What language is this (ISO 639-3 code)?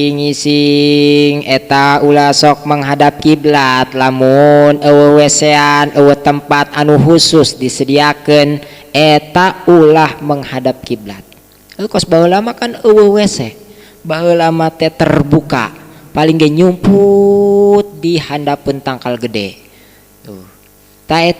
sun